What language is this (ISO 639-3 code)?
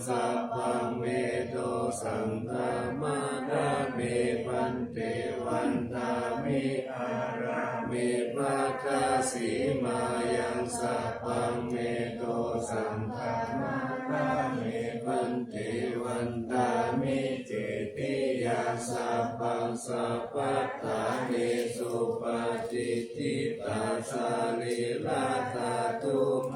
pli